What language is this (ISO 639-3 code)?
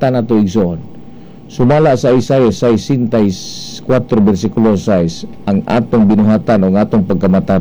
ceb